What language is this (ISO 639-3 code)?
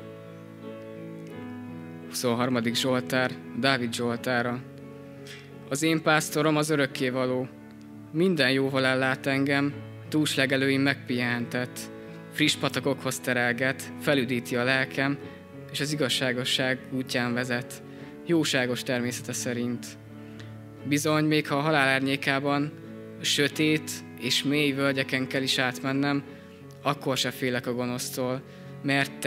hun